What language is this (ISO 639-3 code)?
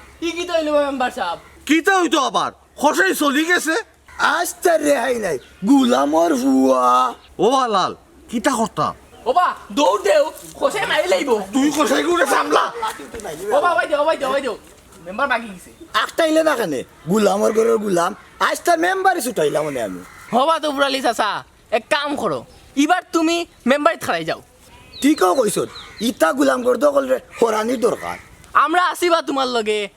syl